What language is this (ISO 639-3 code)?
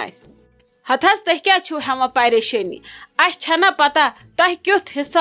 kas